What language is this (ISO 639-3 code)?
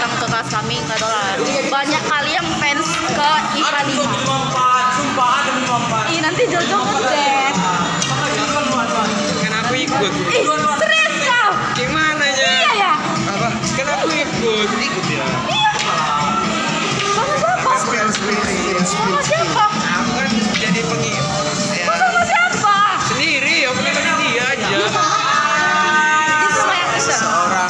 ind